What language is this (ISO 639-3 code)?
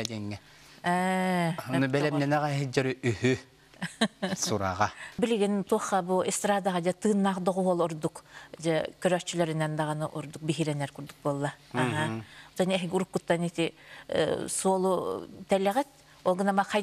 sah